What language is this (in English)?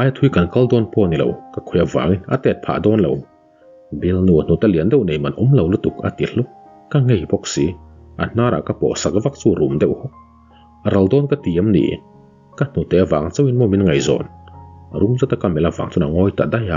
Mizo